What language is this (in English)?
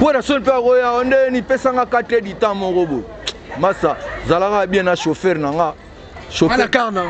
Lingala